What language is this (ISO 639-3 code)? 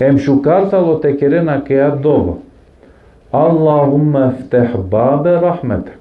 rmn